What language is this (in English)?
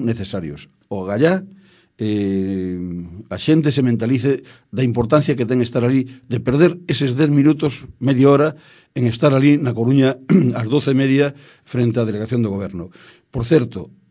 Galician